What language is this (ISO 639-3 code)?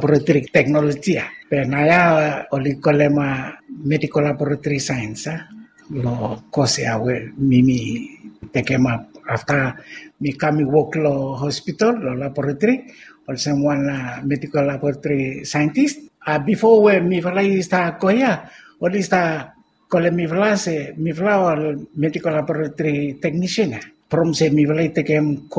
bis